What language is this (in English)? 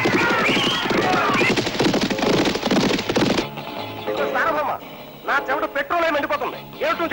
Telugu